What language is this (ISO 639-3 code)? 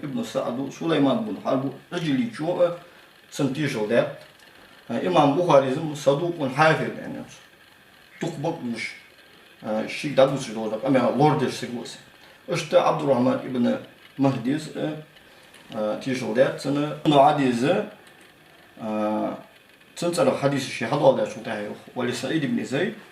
inh